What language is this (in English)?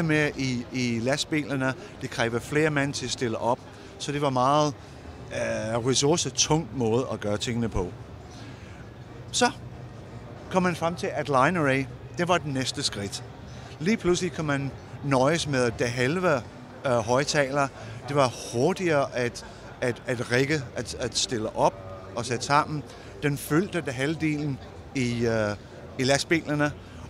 Danish